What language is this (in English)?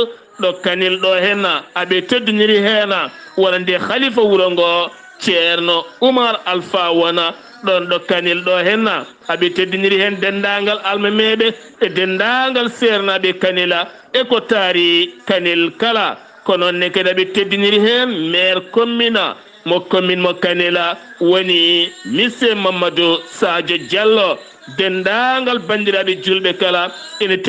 Fula